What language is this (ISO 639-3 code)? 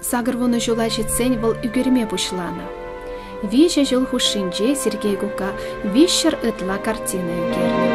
chv